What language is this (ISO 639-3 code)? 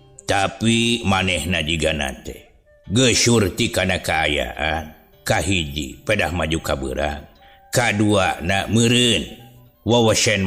sun